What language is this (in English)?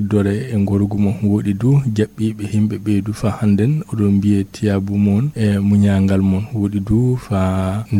Fula